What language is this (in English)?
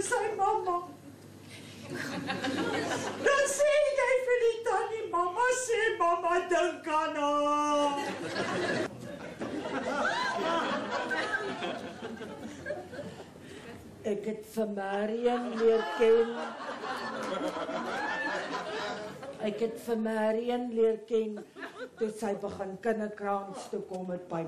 Afrikaans